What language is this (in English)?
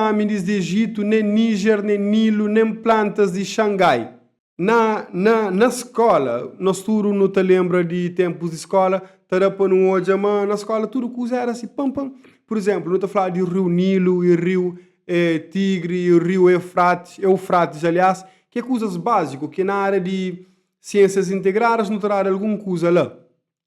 Kabuverdianu